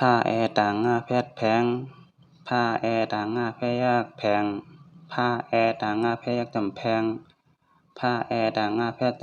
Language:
Shan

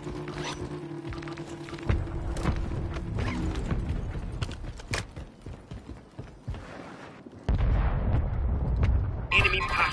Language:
English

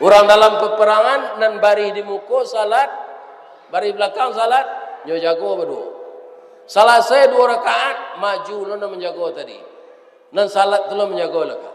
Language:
Minangkabau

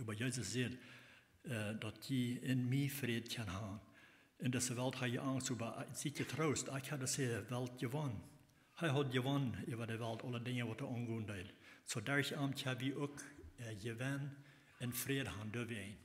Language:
Plautdietsch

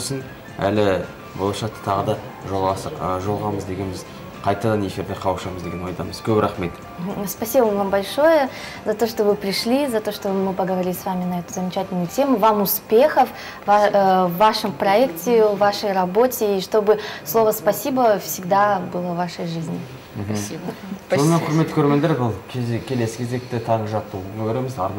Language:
Kazakh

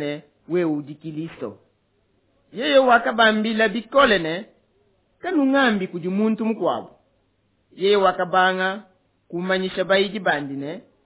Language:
Luba-Lulua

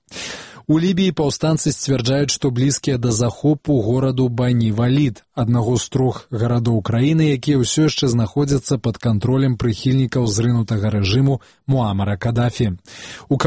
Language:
Belarusian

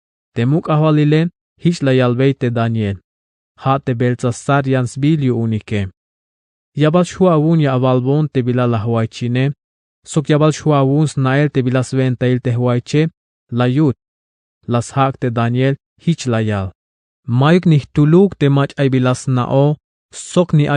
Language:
Tzeltal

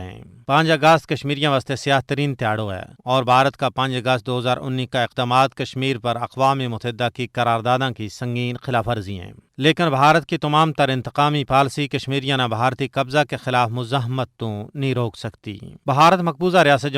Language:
Gujari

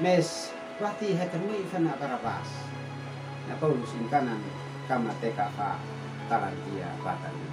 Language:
Uab Meto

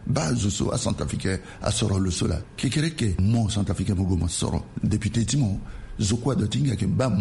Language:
Sango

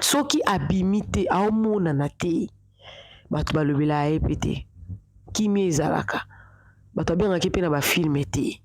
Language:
Lingala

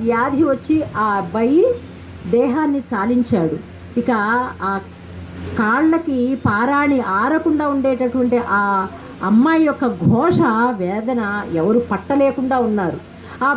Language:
Telugu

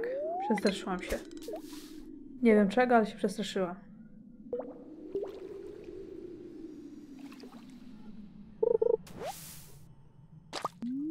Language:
Polish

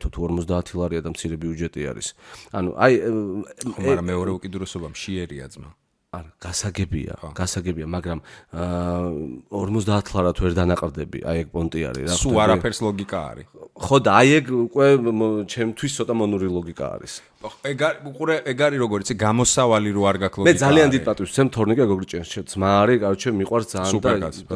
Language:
Georgian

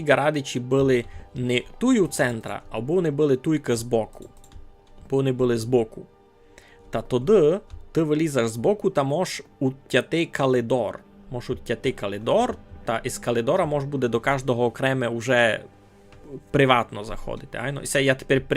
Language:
Rusyn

